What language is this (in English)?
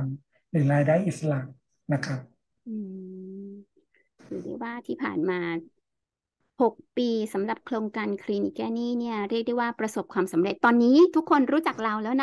Thai